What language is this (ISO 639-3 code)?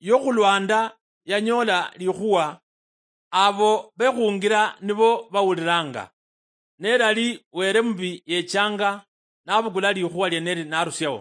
luy